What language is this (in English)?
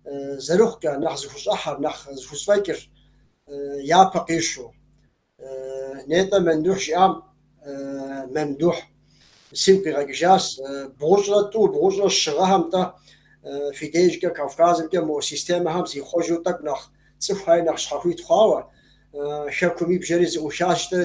Kabardian